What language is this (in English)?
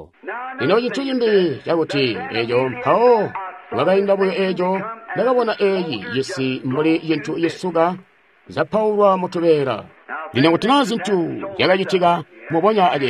Tonga (Zambia)